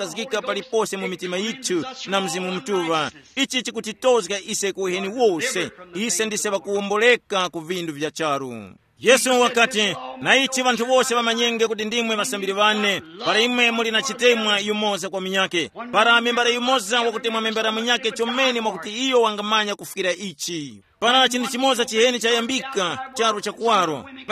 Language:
Tumbuka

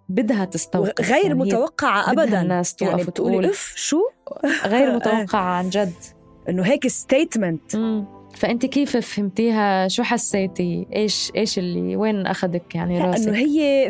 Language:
North Levantine Arabic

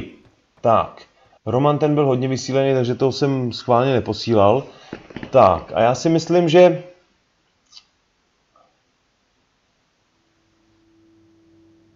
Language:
Czech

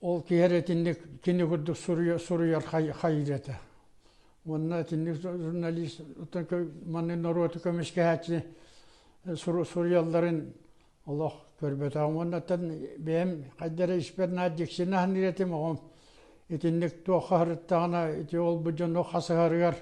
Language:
Yakut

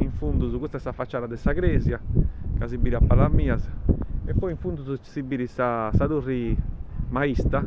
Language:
Sardinian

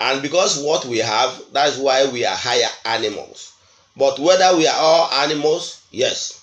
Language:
Igbo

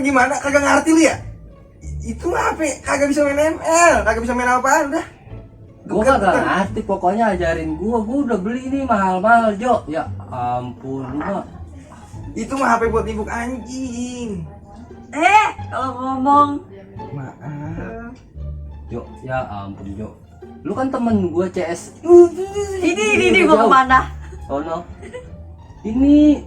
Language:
Betawi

